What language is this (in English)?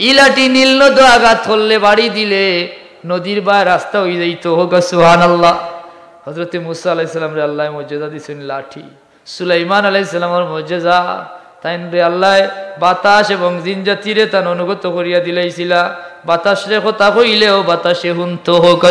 Sylheti